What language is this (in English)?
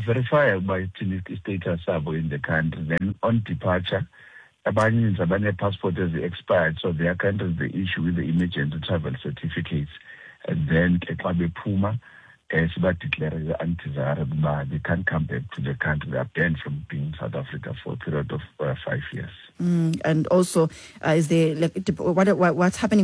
Xhosa